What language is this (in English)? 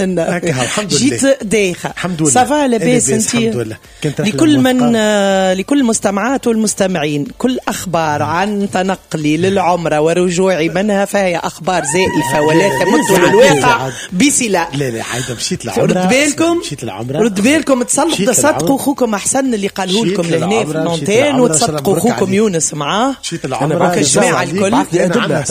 Tunisian Arabic